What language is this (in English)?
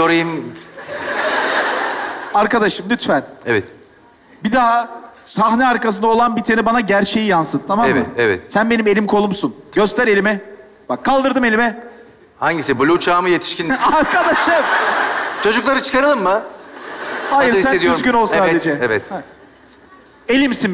Turkish